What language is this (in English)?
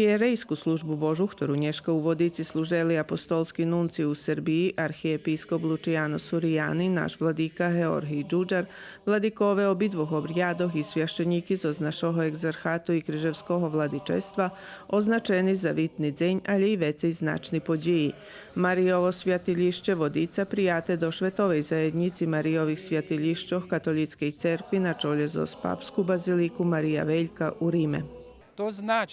Rusyn